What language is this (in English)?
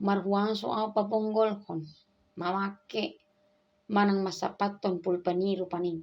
Batak Toba